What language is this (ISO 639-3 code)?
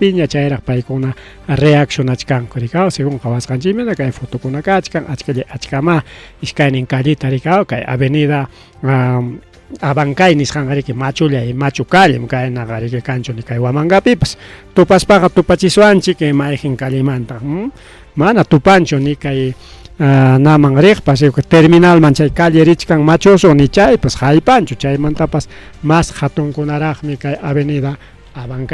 quy